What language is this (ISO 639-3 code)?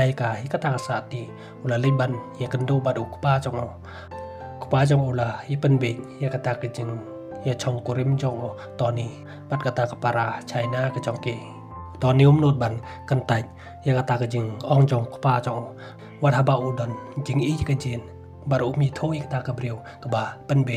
kha